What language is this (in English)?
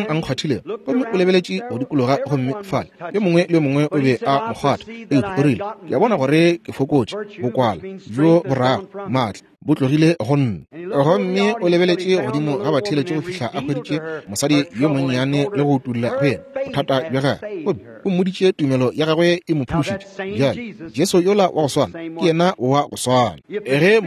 Northern Sotho